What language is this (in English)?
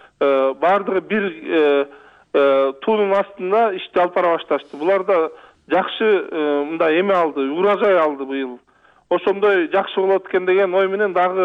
Kyrgyz